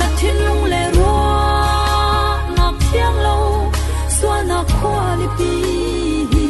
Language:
Falam Chin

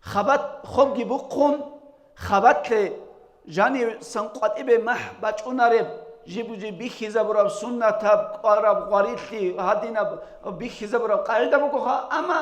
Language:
Avaric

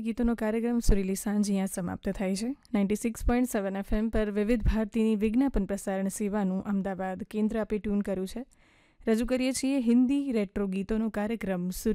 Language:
Gujarati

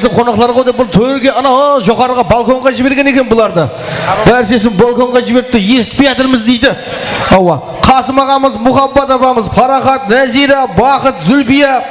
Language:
Kara-Kalpak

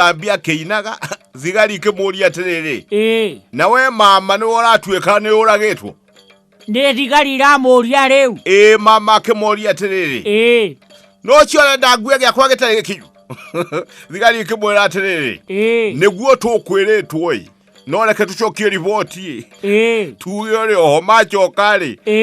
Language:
Kikuyu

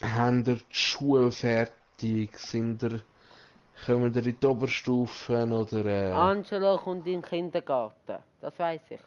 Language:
Swiss German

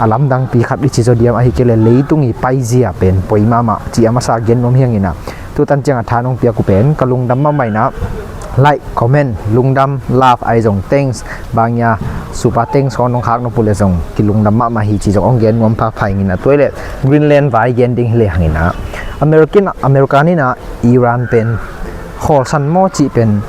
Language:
Tedim Chin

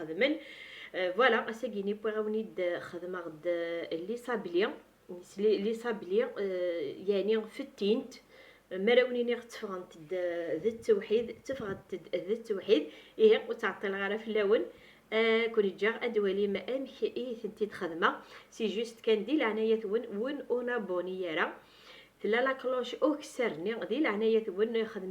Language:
Kabyle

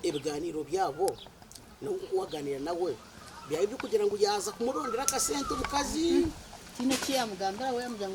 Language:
Nyankole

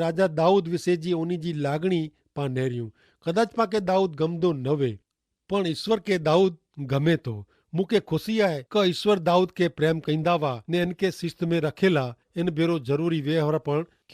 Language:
Kachhi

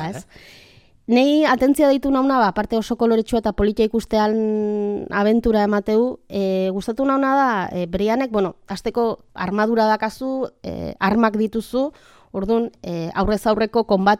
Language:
Basque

